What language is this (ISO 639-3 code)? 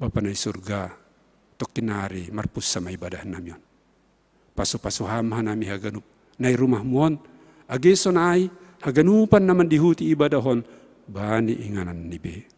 bts